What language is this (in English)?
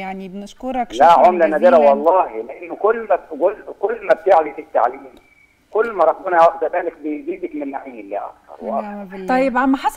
Egyptian Arabic